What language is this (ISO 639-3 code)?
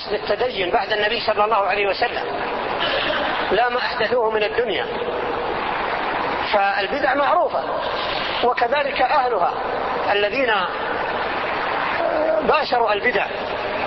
ara